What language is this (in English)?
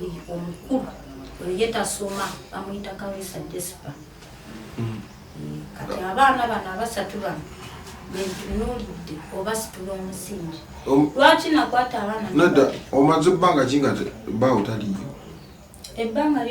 Ganda